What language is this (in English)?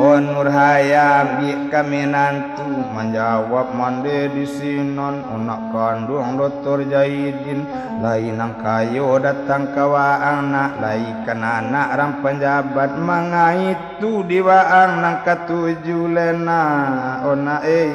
Minangkabau